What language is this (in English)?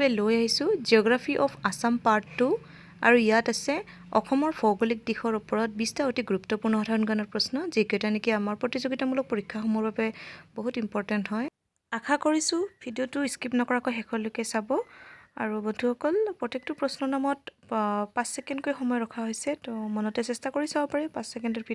Assamese